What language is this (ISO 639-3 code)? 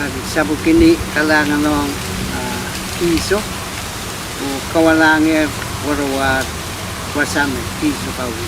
pon